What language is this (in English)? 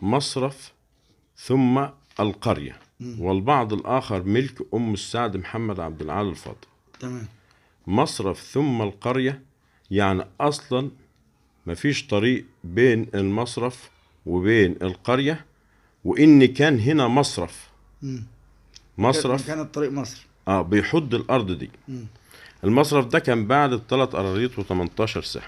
Egyptian Arabic